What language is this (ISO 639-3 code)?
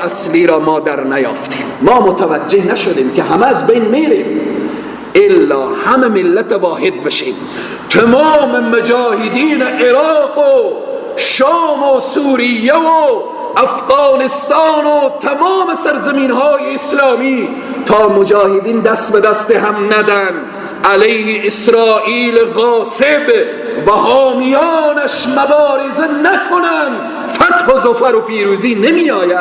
fas